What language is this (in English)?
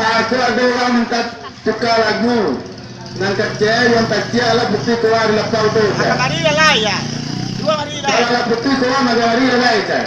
Minangkabau